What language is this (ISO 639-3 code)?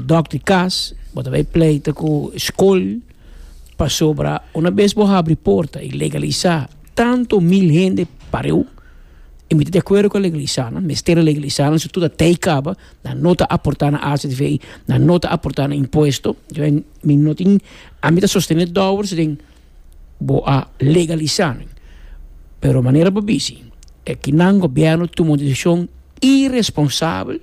pap